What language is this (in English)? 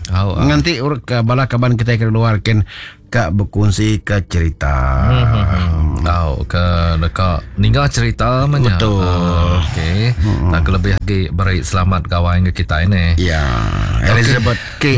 Iban